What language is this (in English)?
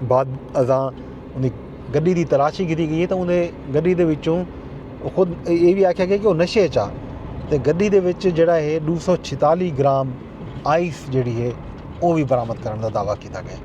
Saraiki